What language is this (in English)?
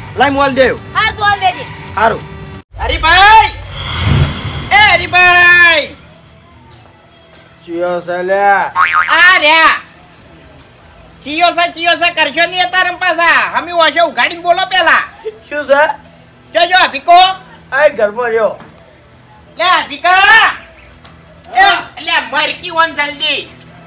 Gujarati